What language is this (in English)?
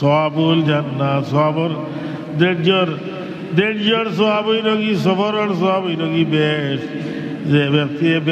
Sylheti